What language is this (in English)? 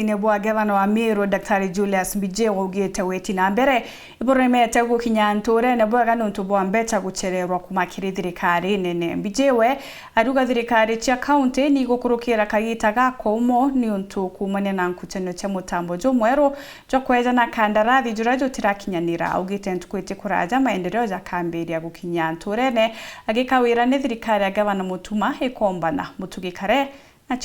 Meru